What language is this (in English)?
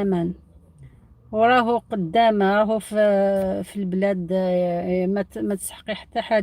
Algerian Arabic